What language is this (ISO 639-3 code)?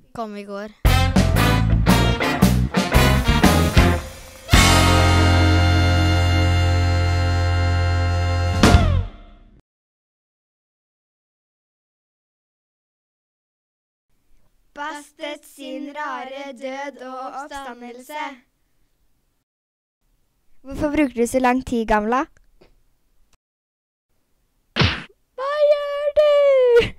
nor